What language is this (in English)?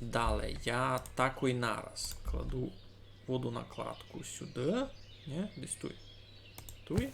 Rusyn